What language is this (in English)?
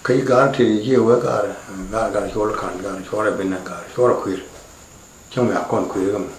Nuer